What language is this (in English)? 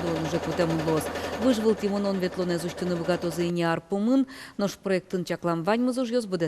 Udmurt